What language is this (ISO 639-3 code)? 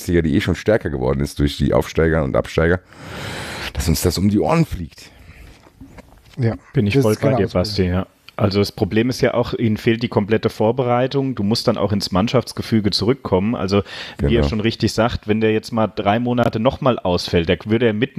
deu